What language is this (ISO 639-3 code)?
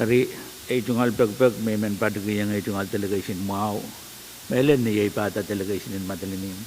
pon